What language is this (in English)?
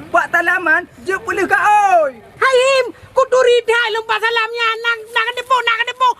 Achinese